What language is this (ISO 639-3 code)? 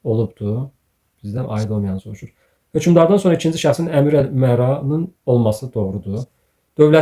aze